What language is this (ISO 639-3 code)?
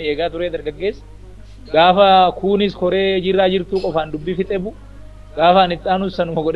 orm